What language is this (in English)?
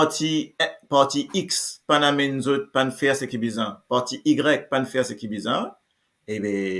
Morisyen